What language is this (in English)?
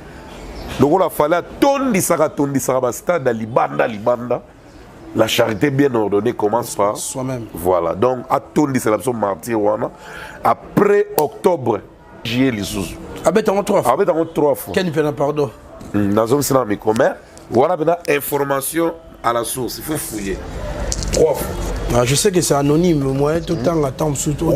Lingala